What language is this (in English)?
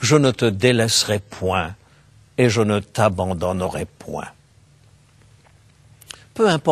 French